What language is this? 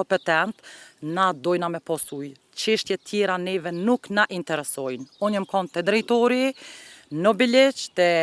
Albanian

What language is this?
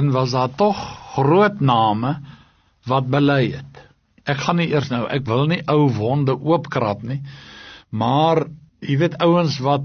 Afrikaans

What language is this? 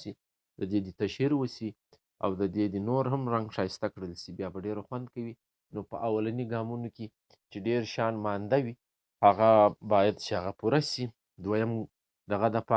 Pashto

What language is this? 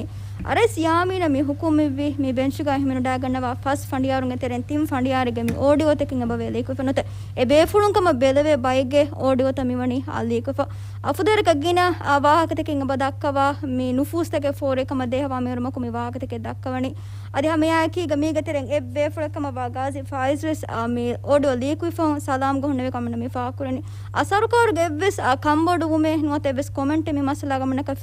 Divehi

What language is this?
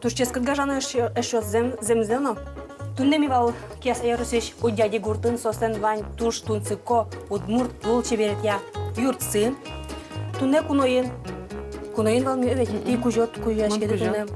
Udmurt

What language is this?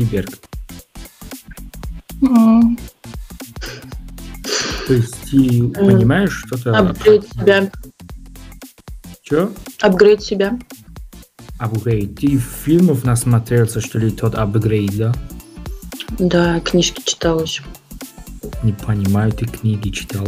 Russian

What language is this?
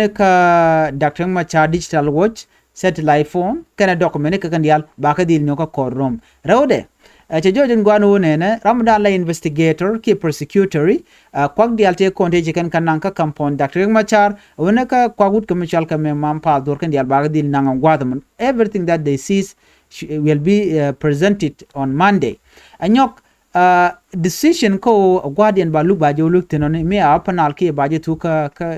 Nuer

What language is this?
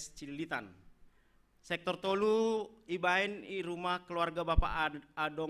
Batak Simalungun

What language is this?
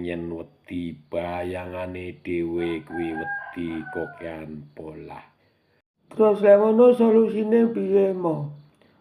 Javanese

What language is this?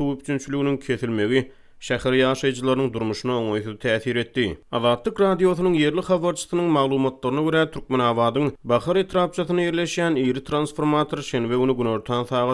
Turkmen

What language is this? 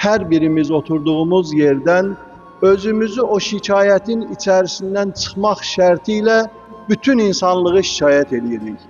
Azerbaijani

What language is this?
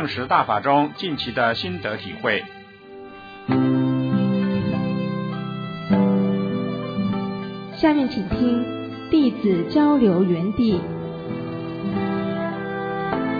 Chinese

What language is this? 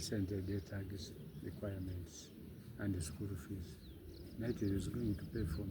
Soga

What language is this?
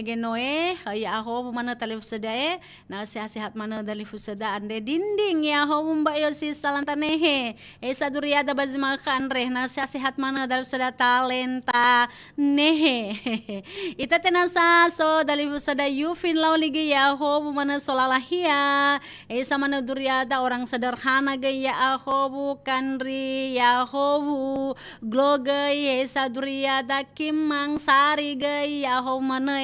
Nias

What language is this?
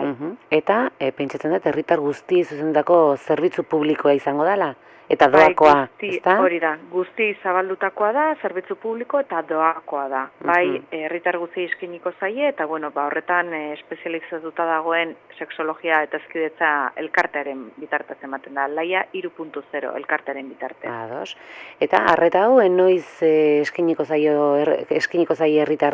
Basque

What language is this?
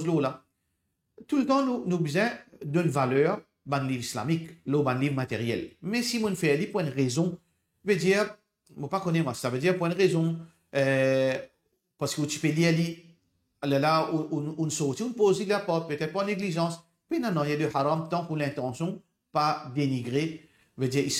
Morisyen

